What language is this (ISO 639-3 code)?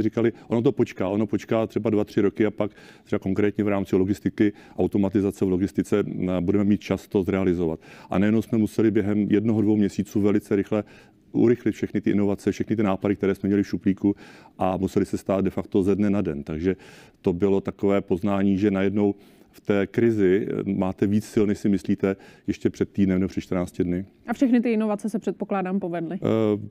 ces